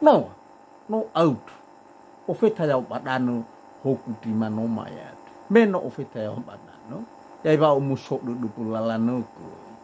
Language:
Nias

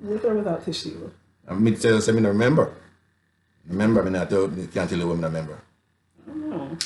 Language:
Jamaican Creole English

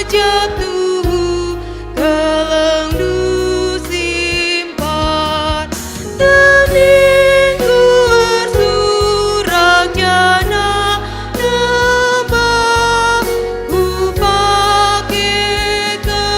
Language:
Batak Karo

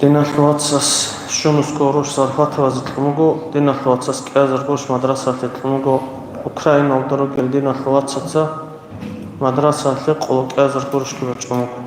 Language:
Avaric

